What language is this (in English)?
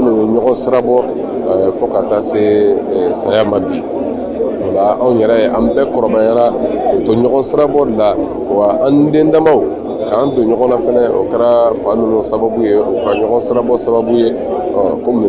Bambara